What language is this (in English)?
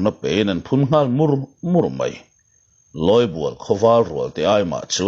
Mizo